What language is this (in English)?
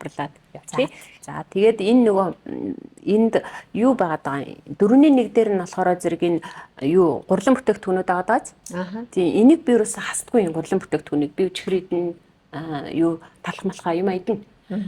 Mongolian